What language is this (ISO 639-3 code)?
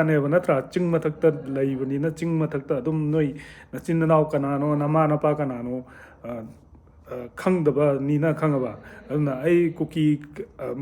mni